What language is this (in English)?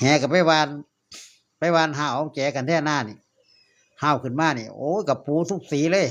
Northeastern Thai